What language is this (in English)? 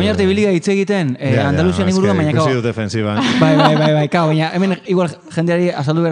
Basque